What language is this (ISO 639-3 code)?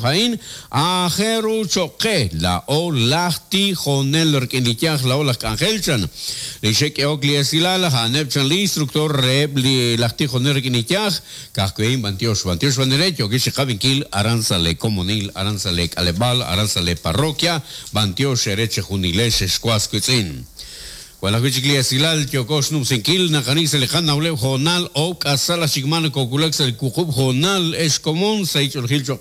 kek